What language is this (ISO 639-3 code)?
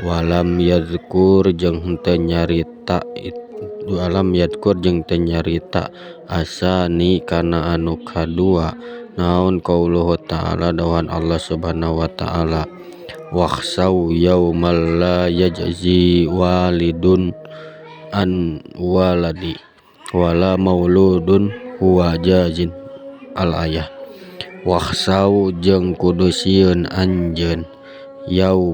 sun